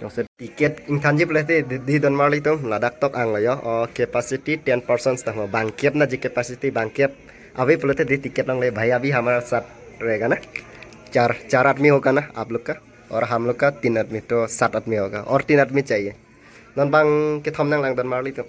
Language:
Karbi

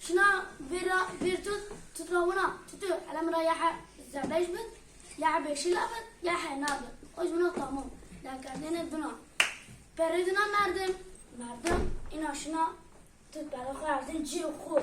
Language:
Zaza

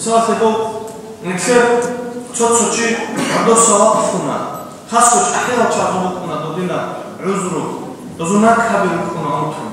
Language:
Avaric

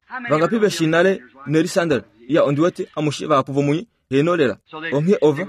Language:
Kuanyama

